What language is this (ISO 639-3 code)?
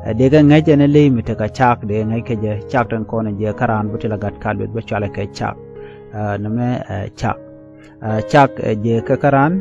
nus